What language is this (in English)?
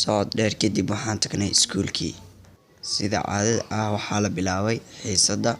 Somali